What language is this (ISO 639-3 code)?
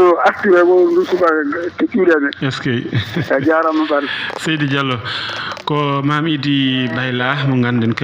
ful